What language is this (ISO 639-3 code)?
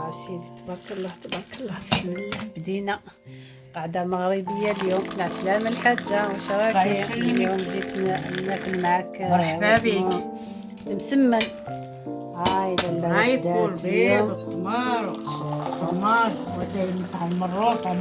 arq